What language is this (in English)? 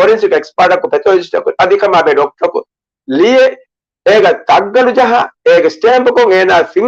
Divehi